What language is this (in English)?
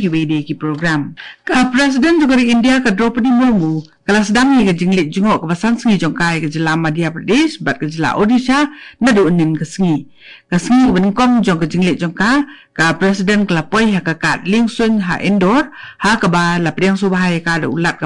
Khasi